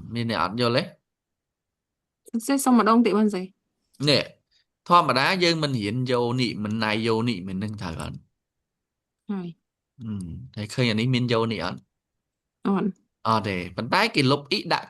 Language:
Khmer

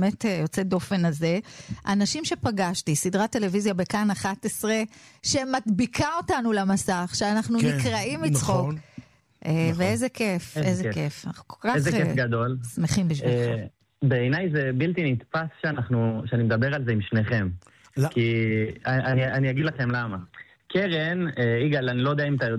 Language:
Hebrew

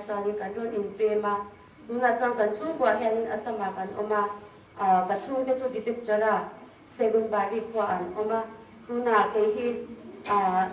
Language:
Hmar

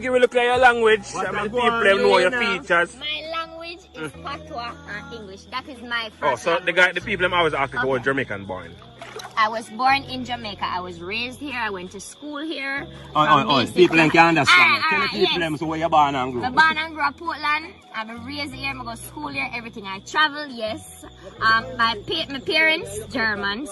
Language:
Jamaican Creole English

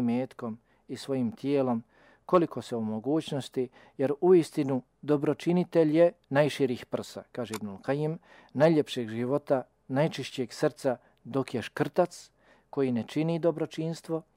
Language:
Bosnian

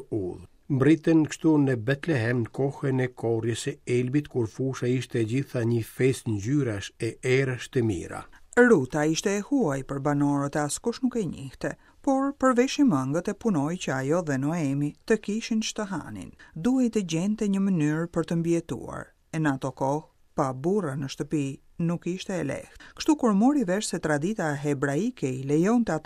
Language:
Albanian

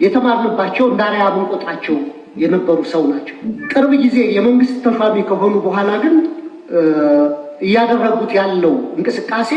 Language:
Amharic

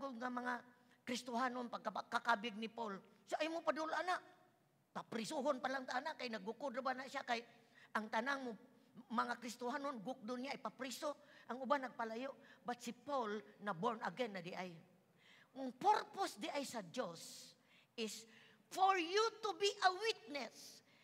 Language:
Cebuano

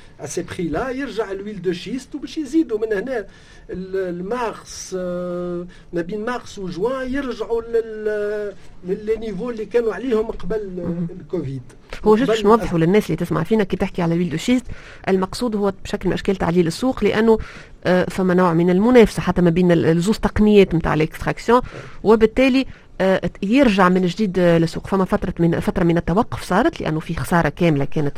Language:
Tunisian Arabic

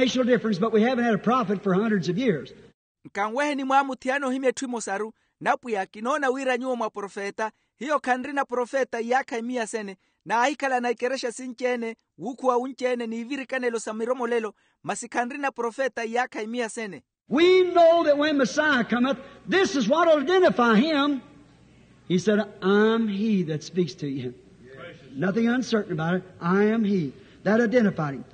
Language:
Makhuwa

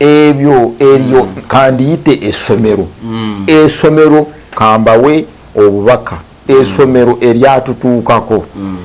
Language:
Ganda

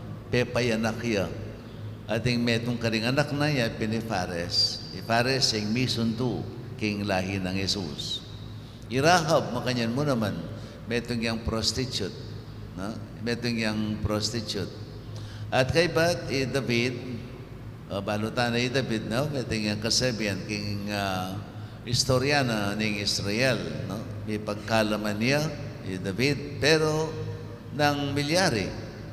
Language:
Pampanga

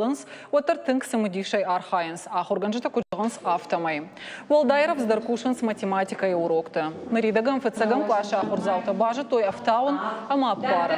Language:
Ossetic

